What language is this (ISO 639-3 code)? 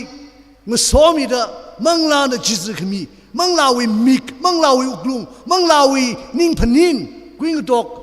nmf